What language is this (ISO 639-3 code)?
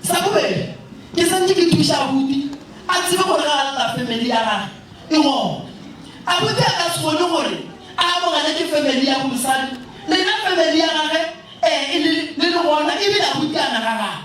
nso